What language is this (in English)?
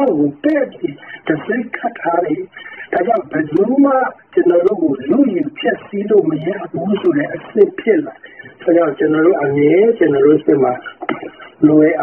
Burmese